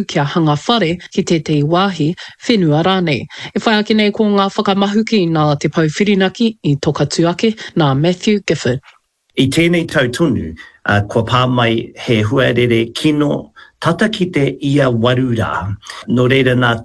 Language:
Māori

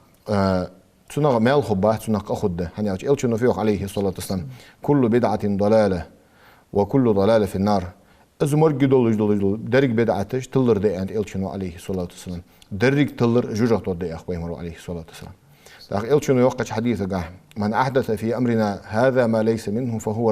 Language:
Ingush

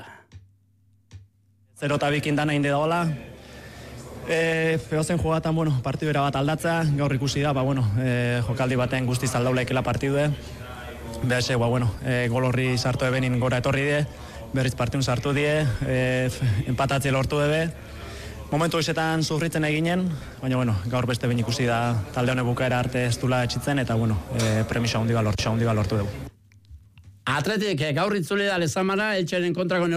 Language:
Basque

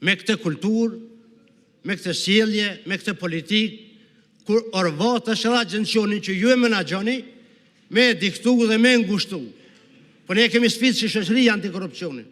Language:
Albanian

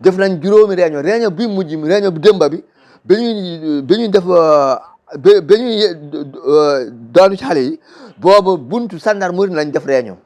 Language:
Wolof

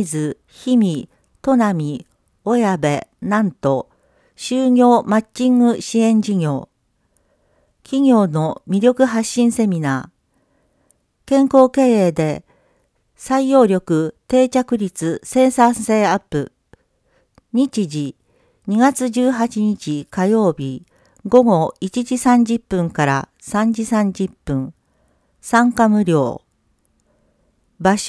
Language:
Japanese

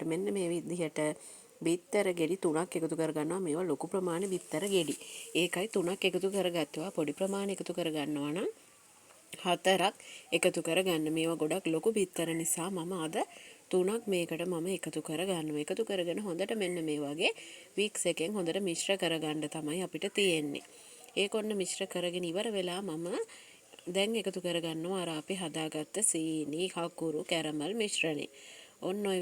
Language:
Sinhala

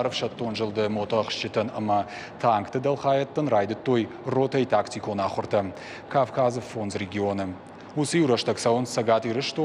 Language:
Ossetic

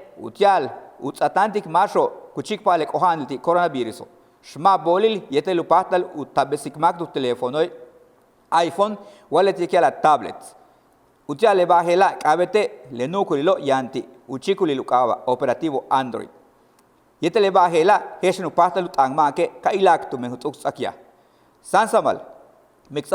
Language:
Yucateco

